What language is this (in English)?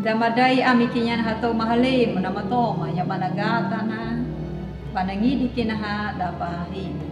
Anakalangu